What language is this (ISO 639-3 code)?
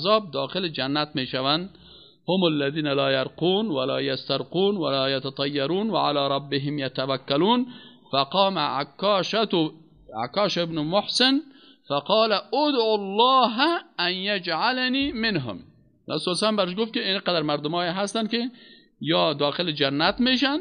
fas